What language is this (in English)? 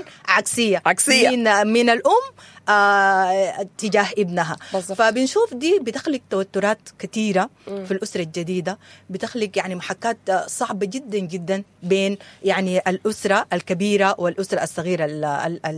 Sudanese Arabic